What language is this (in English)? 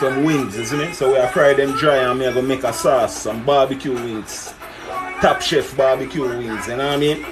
Jamaican Creole English